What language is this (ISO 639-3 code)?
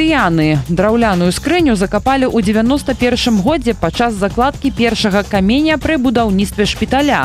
bel